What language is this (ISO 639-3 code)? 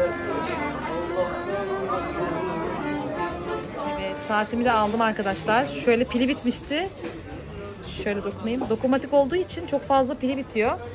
tur